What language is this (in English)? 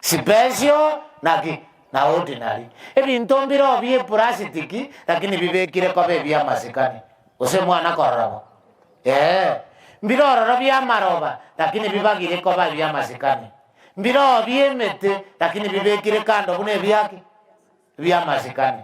Gusii